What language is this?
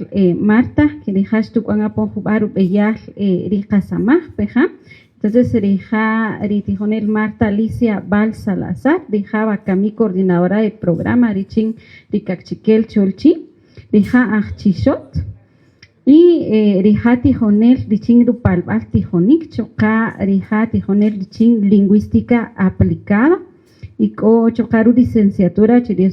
Kaqchikel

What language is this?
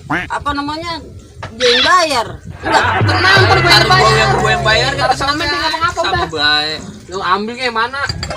Betawi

